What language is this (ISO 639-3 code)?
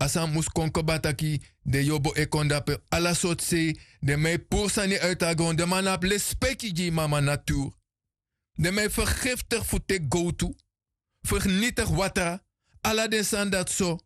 srn